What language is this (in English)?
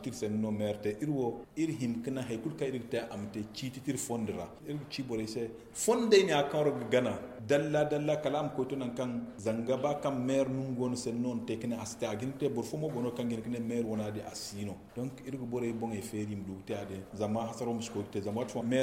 Zarma